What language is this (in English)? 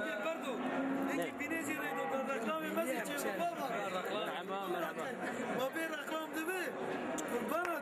Zaza